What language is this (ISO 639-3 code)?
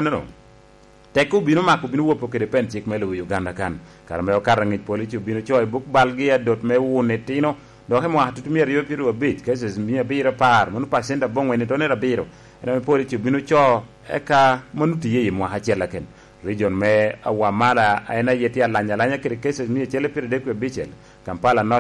laj